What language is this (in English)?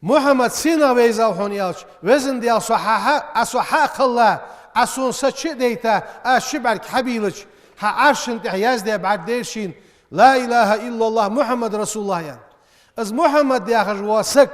Ingush